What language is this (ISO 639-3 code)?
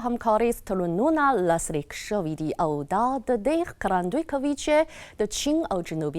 pus